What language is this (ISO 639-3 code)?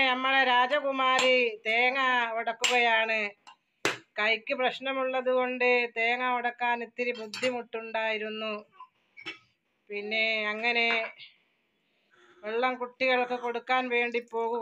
mal